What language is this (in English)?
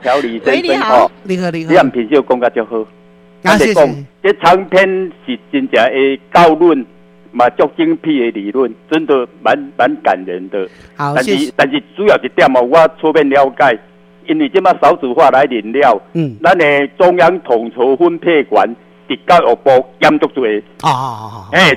Min Nan Chinese